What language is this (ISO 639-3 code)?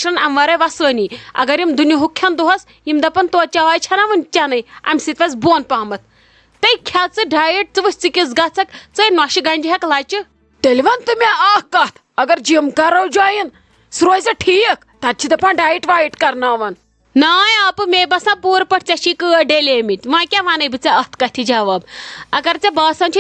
kas